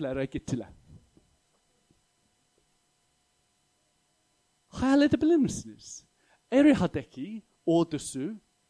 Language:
Turkish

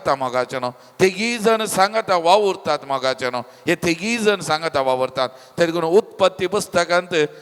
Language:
Konkani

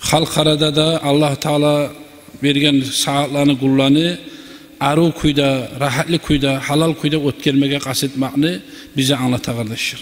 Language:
Kumyk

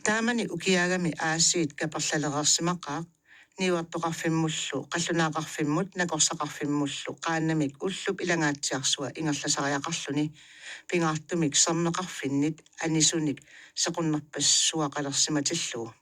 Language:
Kalaallisut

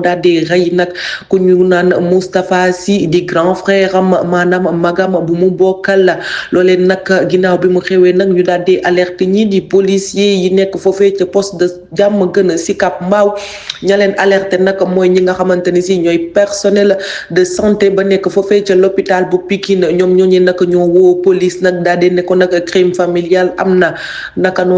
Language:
Wolof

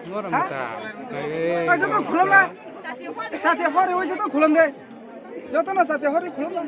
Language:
Kok Borok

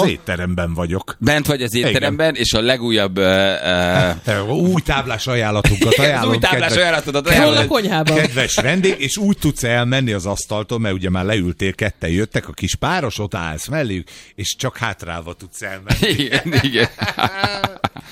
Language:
Hungarian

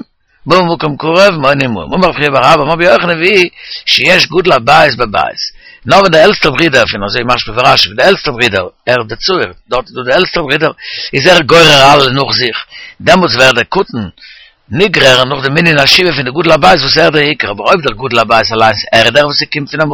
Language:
Yiddish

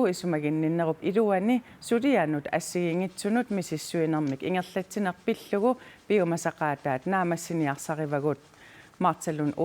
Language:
Kalaallisut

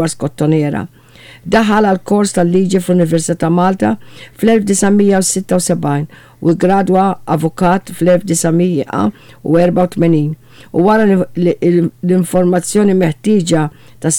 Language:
Maltese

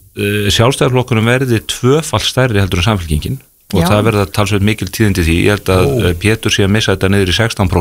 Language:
Icelandic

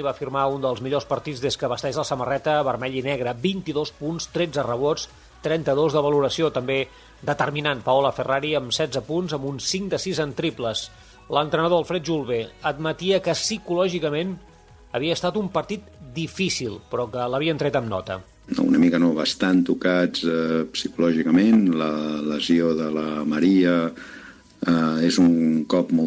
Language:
Catalan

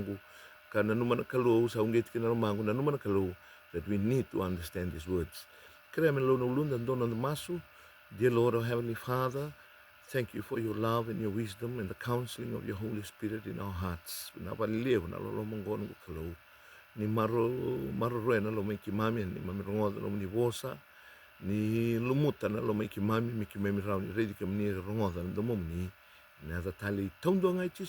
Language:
Fijian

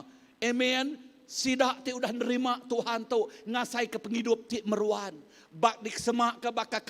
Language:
Iban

